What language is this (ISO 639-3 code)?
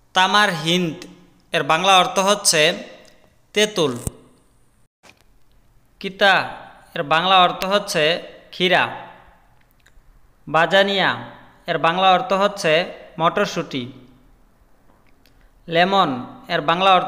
ben